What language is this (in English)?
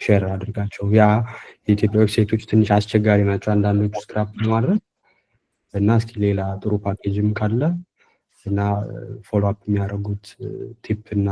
Amharic